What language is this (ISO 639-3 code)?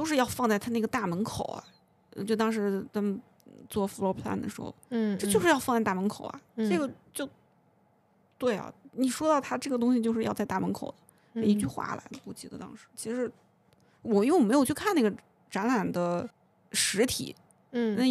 zho